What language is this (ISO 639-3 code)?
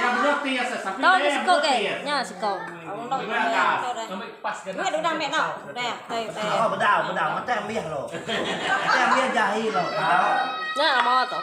iba